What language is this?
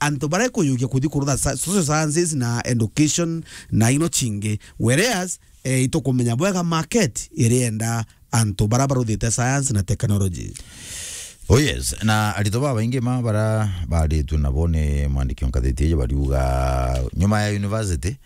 Meru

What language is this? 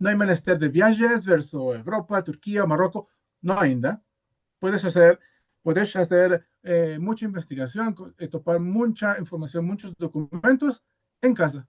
Ladino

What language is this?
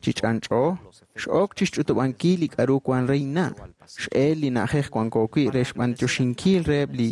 Kekchí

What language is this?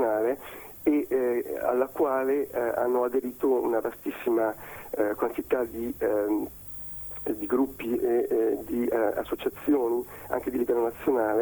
Italian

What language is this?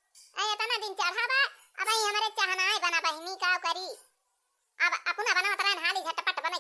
Awadhi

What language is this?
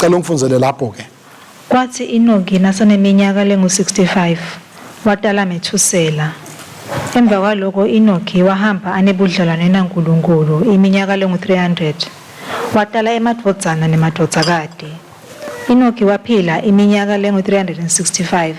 Swati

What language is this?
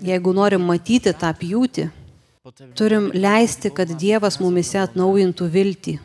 Lithuanian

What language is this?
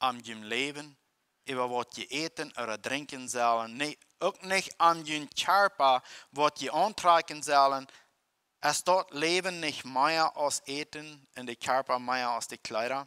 Plautdietsch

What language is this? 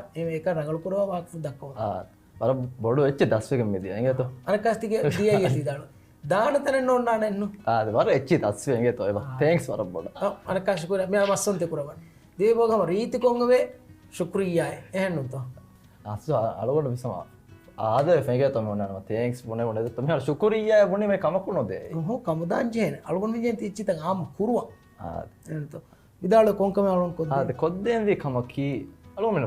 Divehi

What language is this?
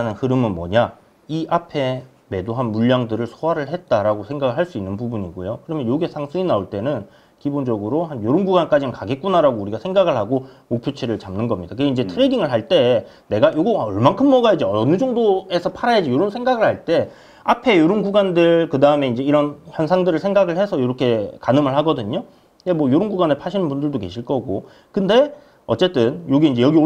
Korean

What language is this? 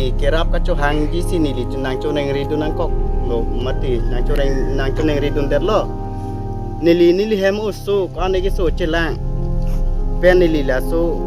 Karbi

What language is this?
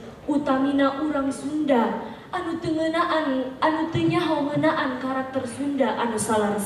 Sundanese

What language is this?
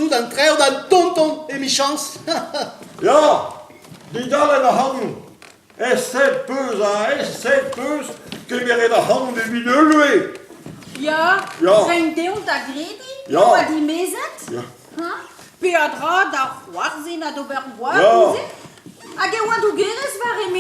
Breton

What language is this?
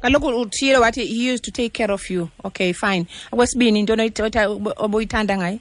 Xhosa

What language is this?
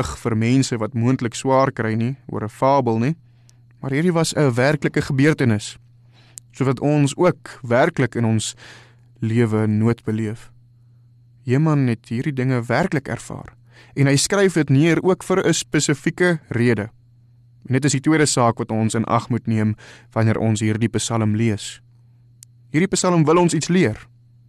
Afrikaans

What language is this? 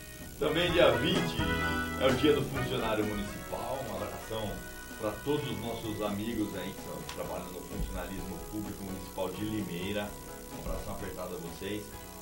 Portuguese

